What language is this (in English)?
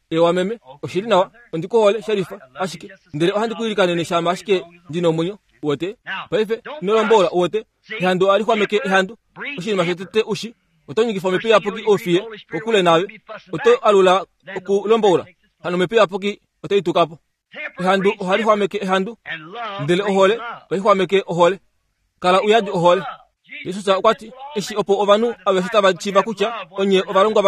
Kuanyama